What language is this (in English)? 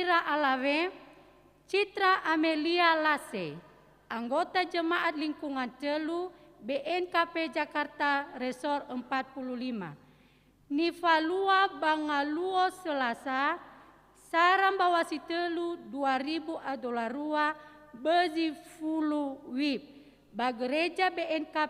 Nias